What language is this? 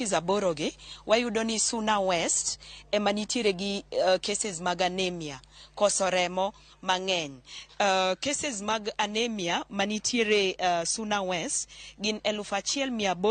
Luo (Kenya and Tanzania)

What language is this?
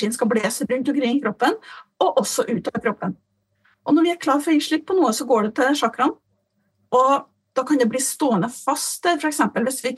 Norwegian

